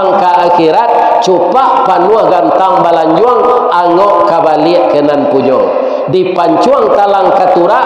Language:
Minangkabau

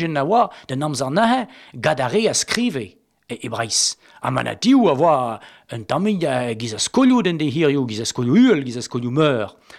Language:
Breton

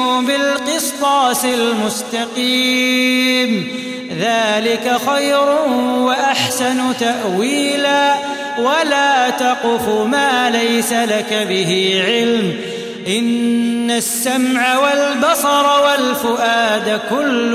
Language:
Arabic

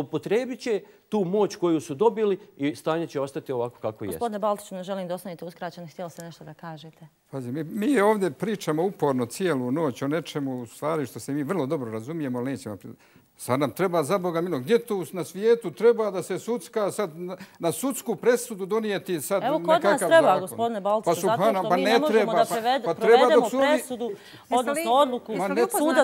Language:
Bosnian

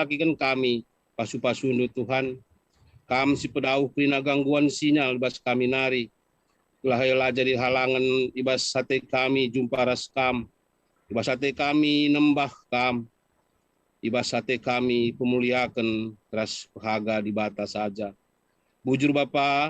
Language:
Batak Karo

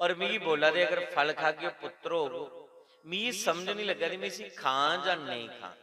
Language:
Dogri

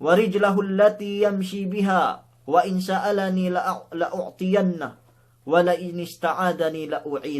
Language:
Yakan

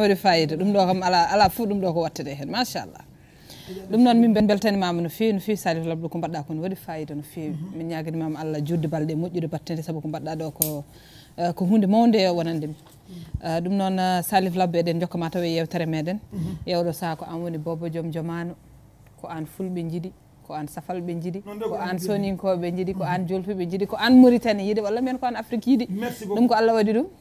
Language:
Fula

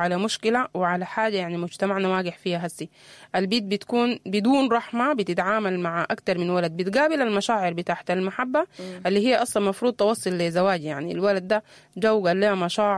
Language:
Sudanese Arabic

